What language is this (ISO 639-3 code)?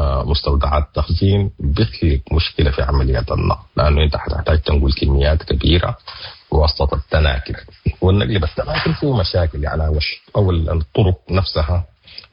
apd